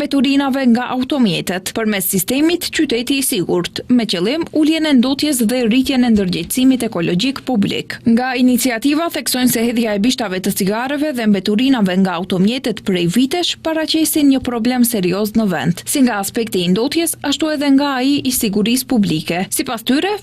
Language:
Albanian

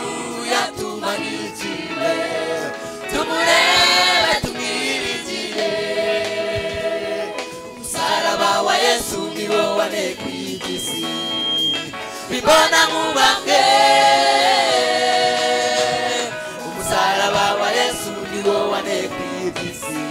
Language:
Kinyarwanda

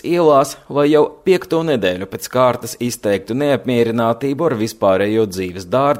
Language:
Latvian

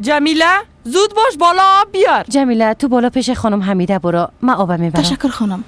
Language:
Persian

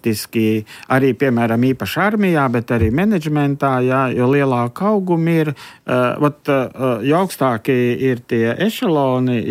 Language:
Latvian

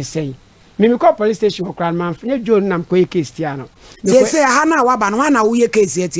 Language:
Akan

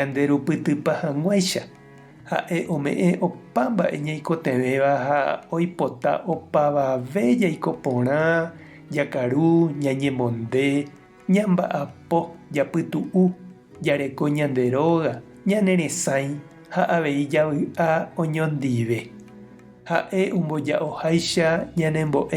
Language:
Guarani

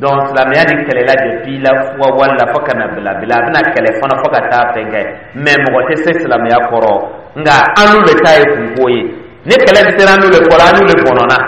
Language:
Dyula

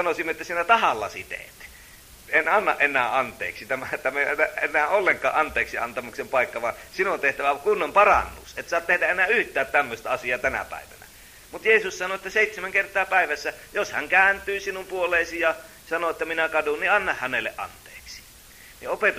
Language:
Finnish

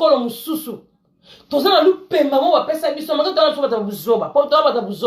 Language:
Lingala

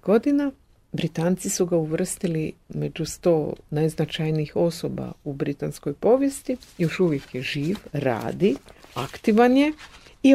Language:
Croatian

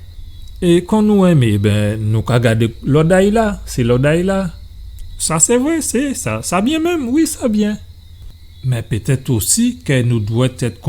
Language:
Guadeloupean Creole French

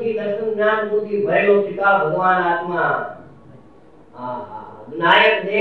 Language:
Gujarati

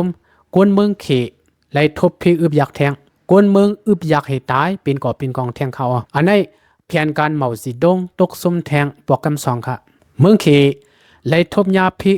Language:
Lao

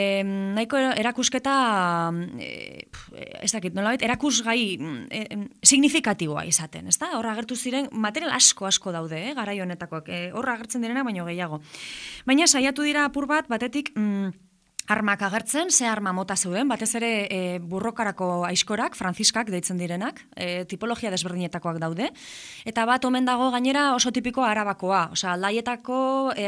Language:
Basque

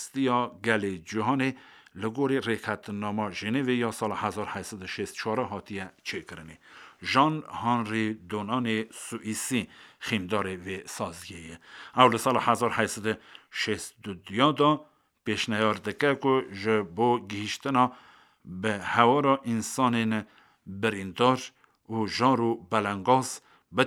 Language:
Kurdish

